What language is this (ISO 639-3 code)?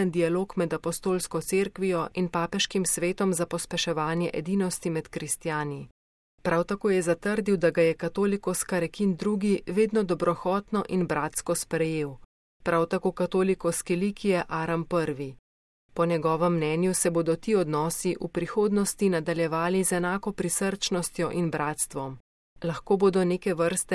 slv